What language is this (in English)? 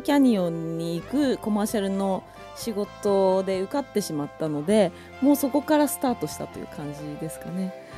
Japanese